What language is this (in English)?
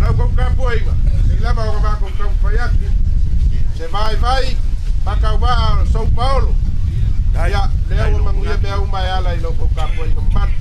Samoan